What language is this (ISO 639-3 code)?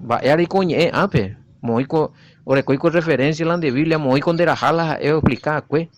grn